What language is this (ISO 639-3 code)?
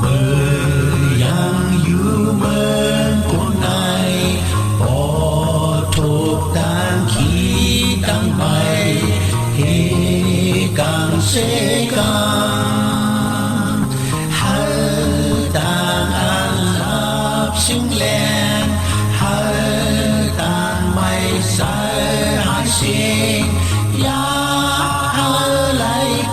shn